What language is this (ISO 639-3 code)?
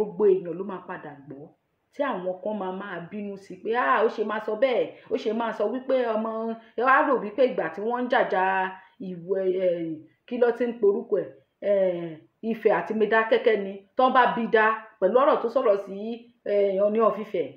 yor